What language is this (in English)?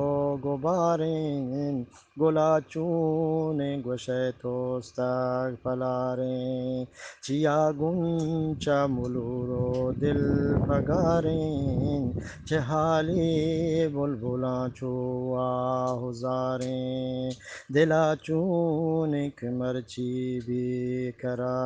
Eastern Balochi